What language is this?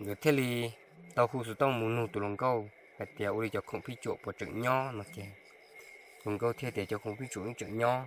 Hmong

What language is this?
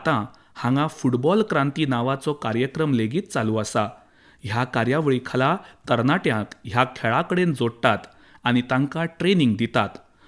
Konkani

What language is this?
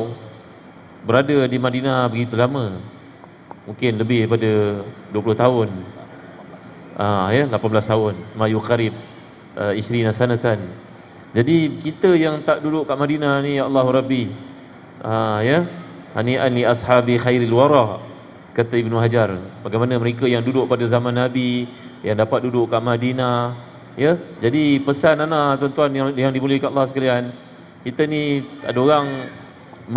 Malay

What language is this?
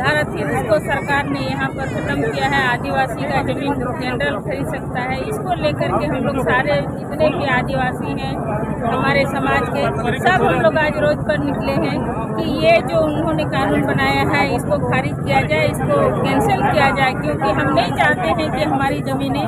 Santali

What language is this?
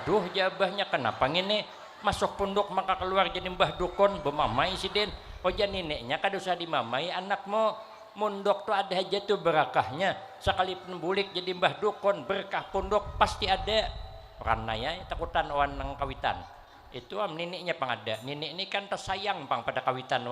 Banjar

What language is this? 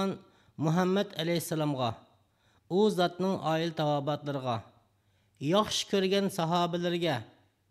Uyghur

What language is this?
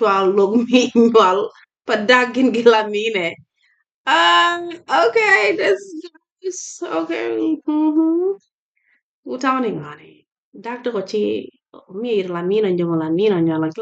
Acoli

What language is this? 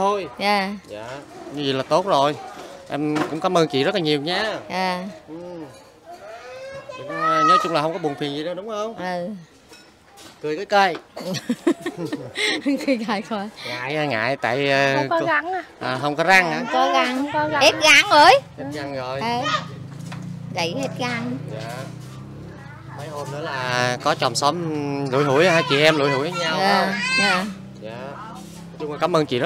Vietnamese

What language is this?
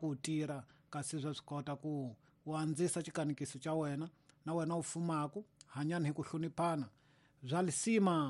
Tsonga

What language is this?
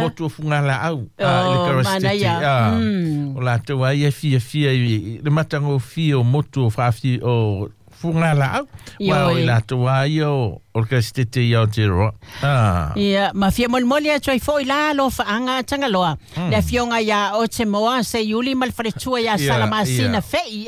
Samoan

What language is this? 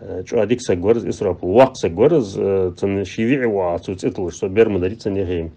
Ingush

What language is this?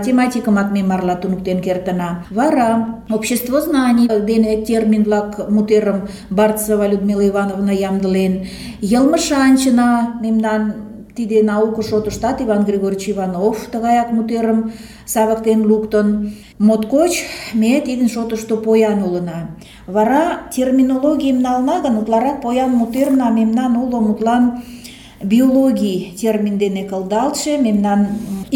Mari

